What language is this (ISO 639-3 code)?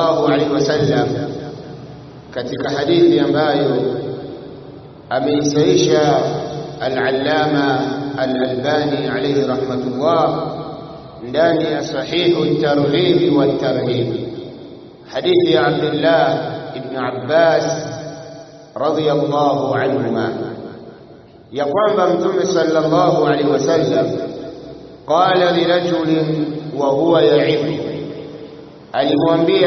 swa